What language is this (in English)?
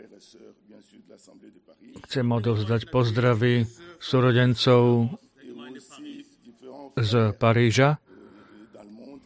Slovak